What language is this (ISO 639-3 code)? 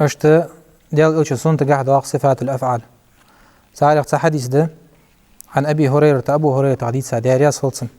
inh